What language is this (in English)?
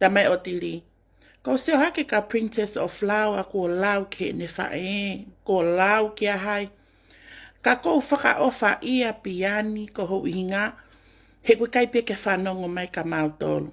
Tongan